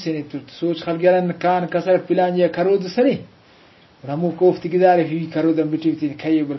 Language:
Brahui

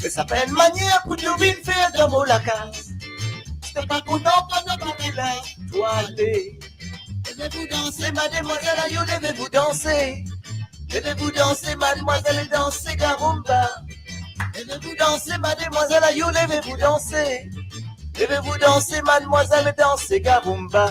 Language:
Morisyen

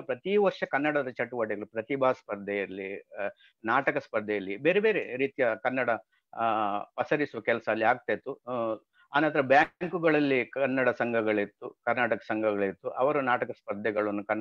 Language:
Kannada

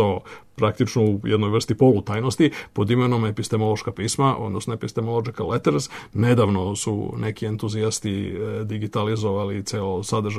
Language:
Serbian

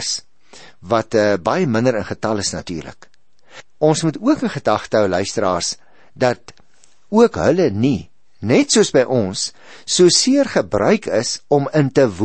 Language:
Afrikaans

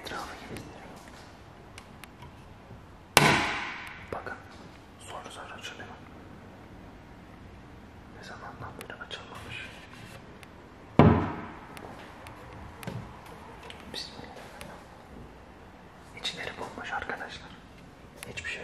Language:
Turkish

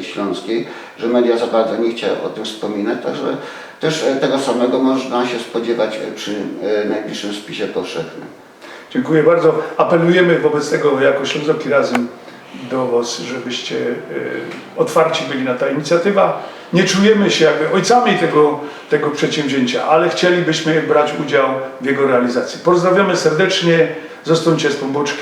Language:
Silesian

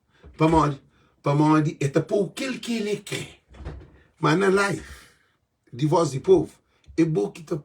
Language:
Kabuverdianu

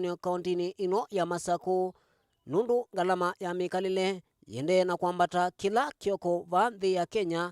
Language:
Kamba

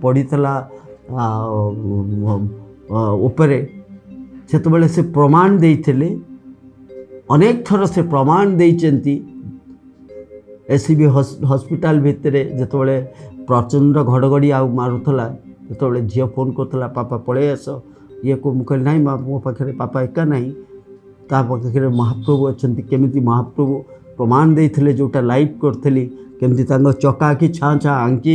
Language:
Odia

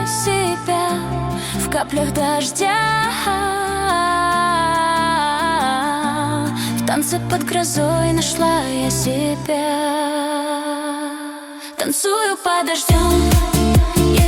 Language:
Russian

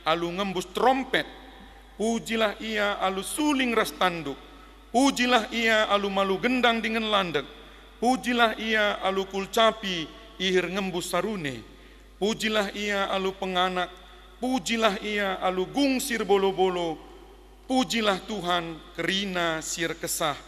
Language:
Batak Karo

